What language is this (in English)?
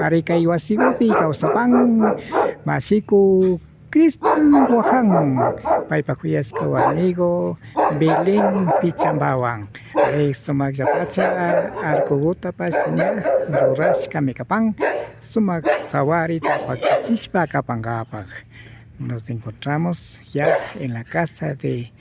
Imbabura Highland Quichua